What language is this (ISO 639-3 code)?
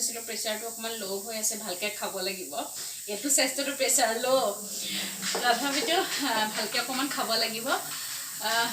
asm